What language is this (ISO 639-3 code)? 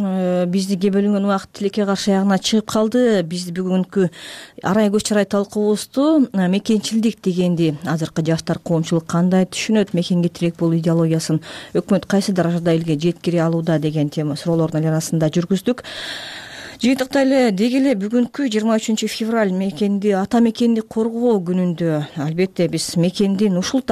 kir